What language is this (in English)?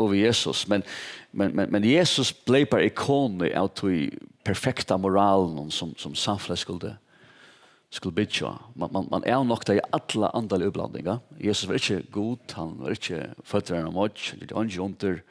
Faroese